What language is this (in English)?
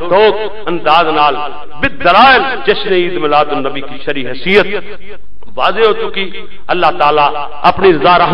Western Panjabi